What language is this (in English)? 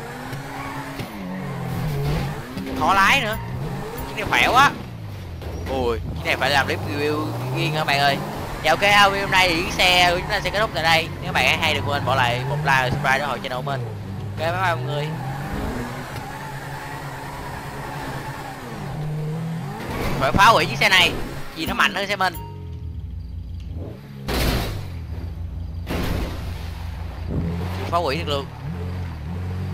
Vietnamese